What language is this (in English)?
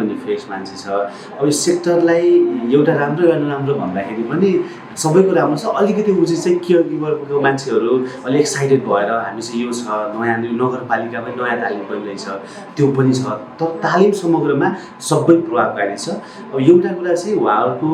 Nepali